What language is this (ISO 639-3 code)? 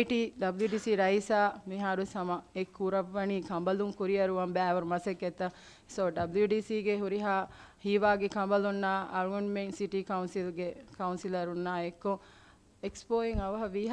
div